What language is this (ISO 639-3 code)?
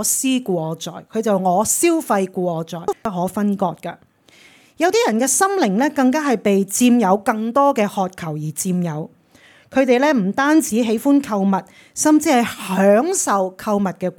yue